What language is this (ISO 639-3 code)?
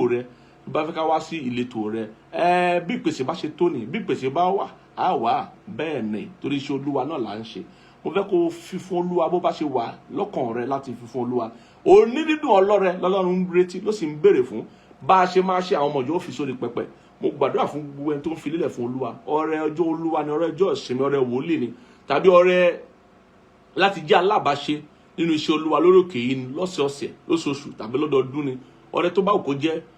yor